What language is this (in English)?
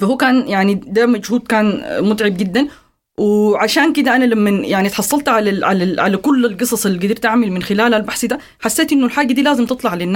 Sudanese Arabic